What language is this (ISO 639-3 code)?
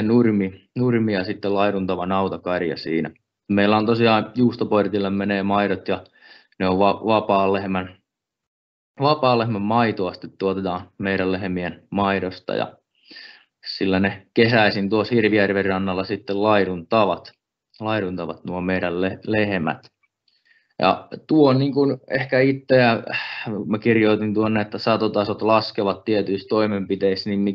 fin